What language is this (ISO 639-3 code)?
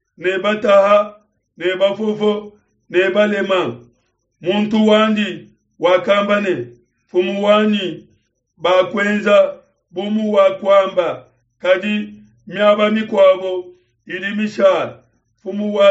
lua